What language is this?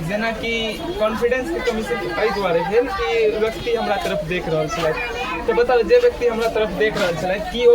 Maithili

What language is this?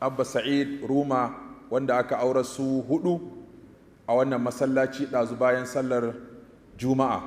Hausa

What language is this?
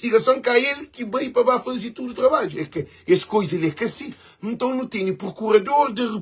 Kabuverdianu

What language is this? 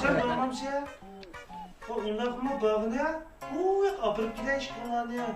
Uyghur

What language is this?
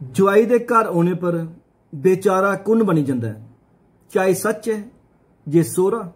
Dogri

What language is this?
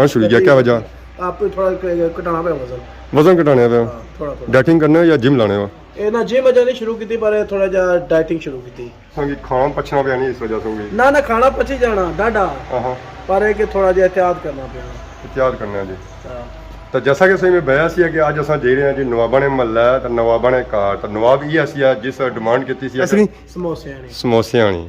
Pahari-Potwari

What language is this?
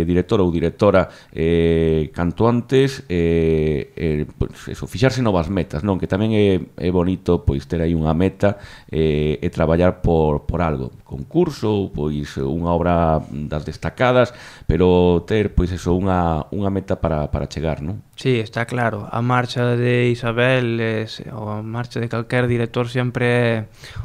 Galician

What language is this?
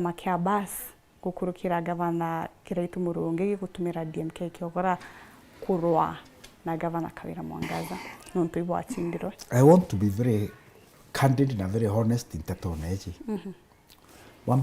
Meru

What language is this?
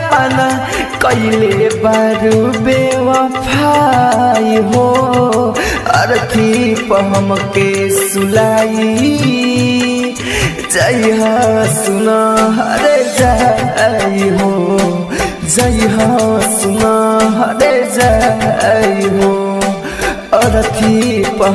Bhojpuri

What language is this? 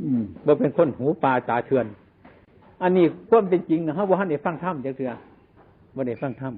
Lao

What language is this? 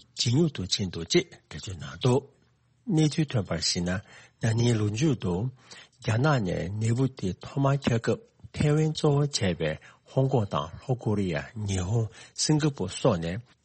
Tibetan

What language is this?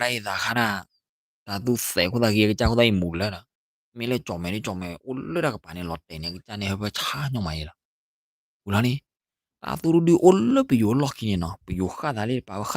S'gaw Karen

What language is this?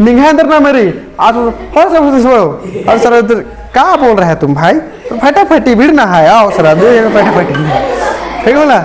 Kurukh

